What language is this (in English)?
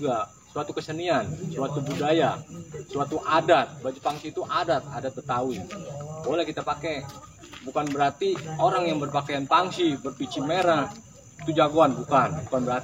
Betawi